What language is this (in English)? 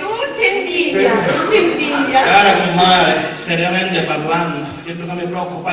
Sicilian